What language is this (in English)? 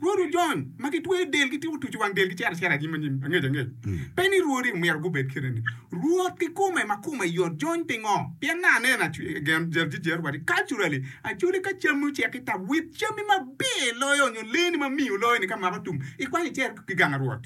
Acoli